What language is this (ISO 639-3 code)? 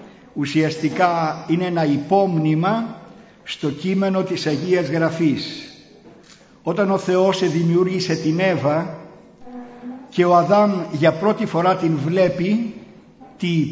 ell